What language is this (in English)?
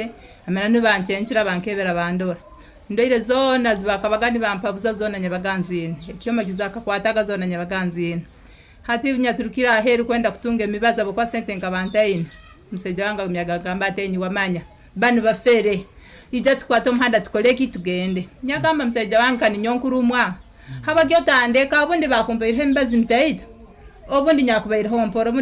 Nyoro